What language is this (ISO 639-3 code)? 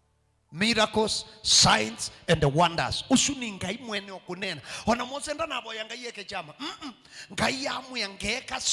kam